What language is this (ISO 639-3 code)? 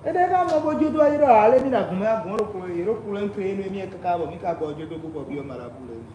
fon